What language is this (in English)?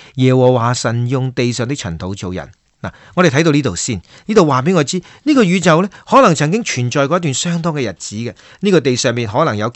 Cantonese